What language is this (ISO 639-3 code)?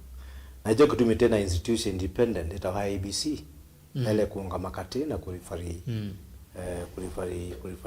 kam